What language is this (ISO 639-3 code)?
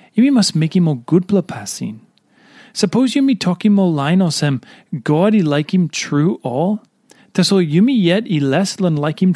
tpi